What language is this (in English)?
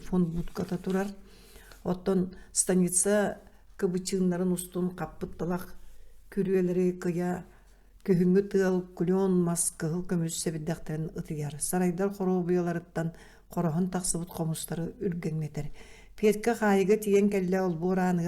Yakut